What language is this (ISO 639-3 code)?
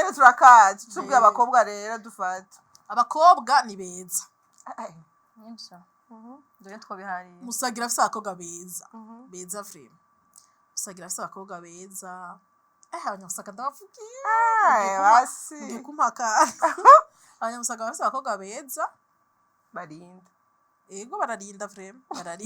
run